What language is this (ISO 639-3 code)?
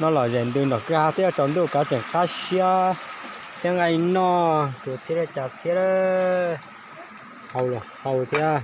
hmn